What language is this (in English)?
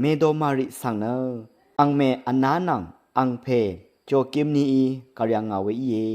Rawang